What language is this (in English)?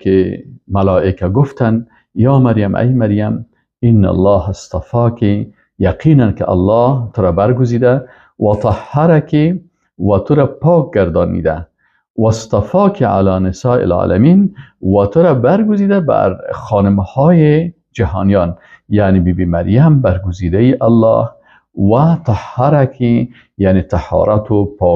Persian